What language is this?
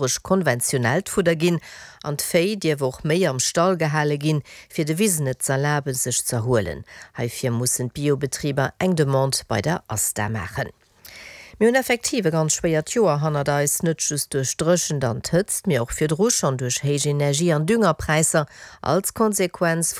Luxembourgish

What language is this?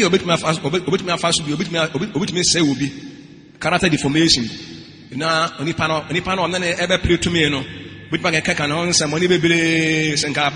Akan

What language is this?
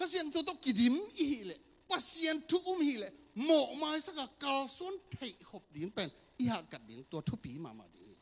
Tedim Chin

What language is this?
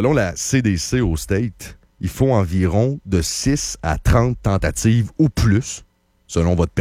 French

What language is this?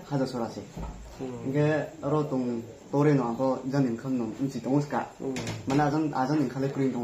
Riang (India)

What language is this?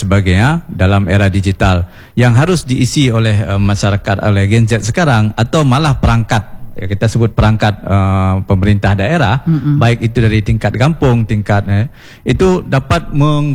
Indonesian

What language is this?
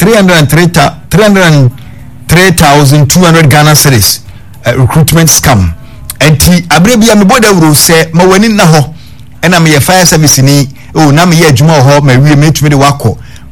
Akan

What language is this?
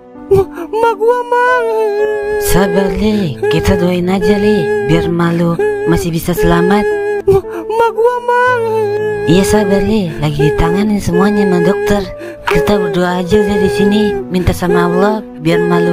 Betawi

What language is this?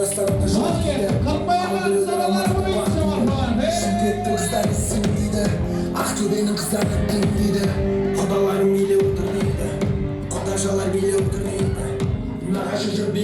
Kara-Kalpak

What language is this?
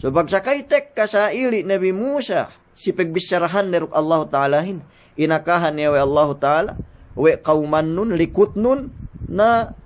Yakan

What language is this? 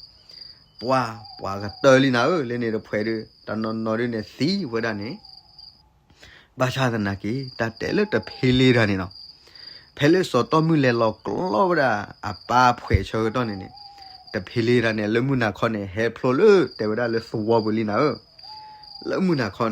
S'gaw Karen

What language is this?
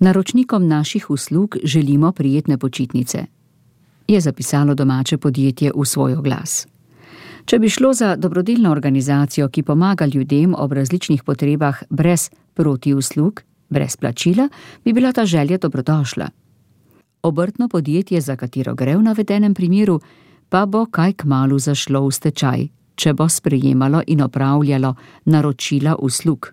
Slovenian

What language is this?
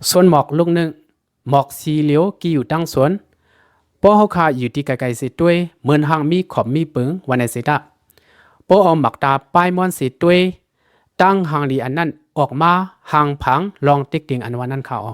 Shan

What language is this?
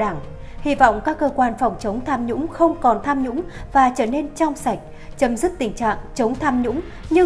Vietnamese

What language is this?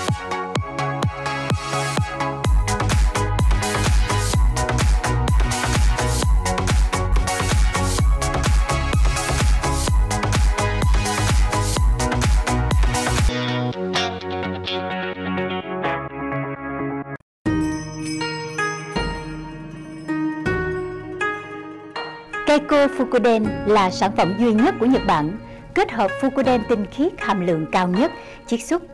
Vietnamese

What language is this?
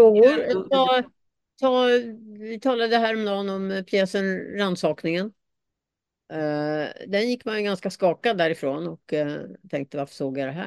Swedish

